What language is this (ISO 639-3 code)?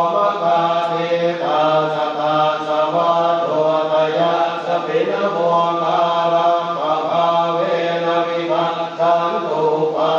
pli